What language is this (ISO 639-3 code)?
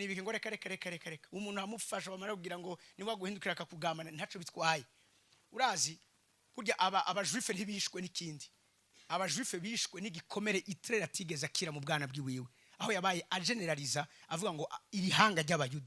run